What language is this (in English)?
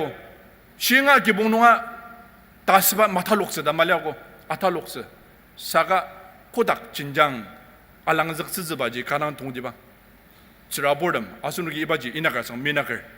Ao Naga